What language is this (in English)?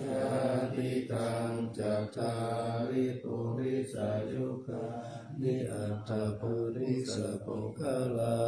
Pali